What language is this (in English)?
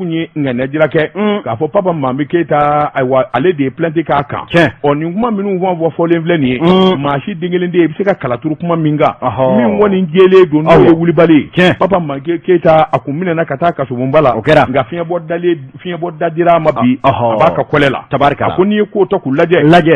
Bambara